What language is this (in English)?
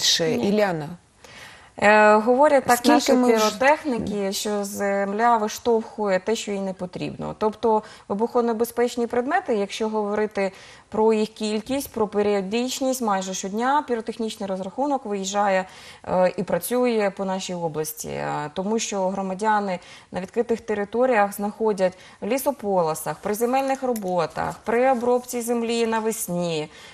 Ukrainian